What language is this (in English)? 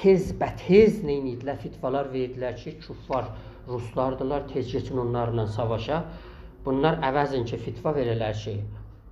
South Azerbaijani